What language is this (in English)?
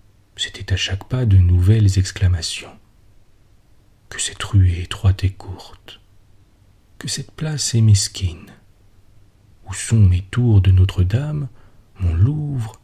French